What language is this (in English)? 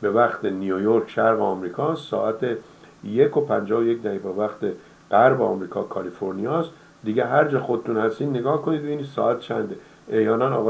Persian